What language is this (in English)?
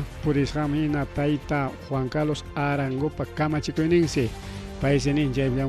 Ayacucho Quechua